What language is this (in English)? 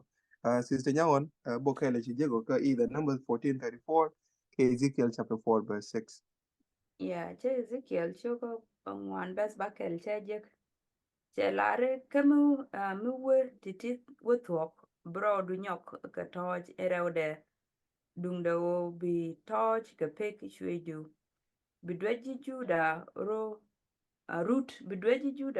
Nuer